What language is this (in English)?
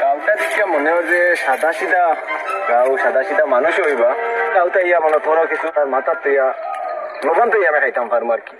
Sylheti